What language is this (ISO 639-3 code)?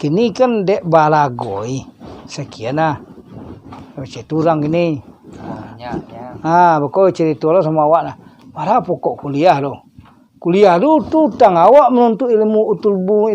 min